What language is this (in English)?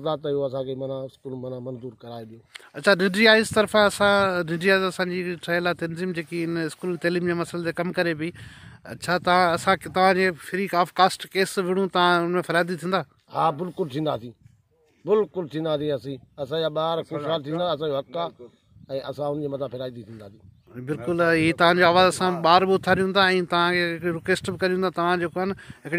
Sindhi